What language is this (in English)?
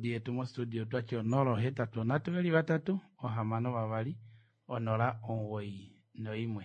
Kuanyama